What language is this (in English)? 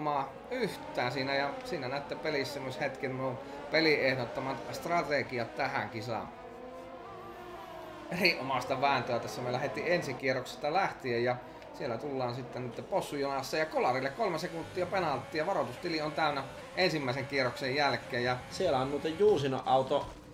Finnish